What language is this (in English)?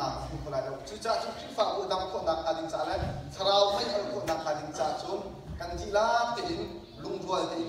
Hakha Chin